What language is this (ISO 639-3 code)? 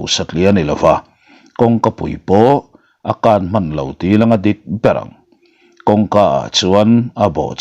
lus